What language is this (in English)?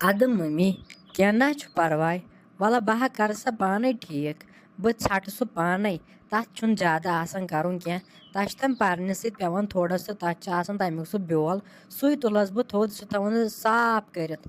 Kashmiri